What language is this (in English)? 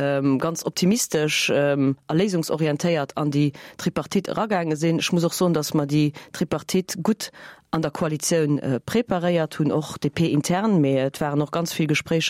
Luxembourgish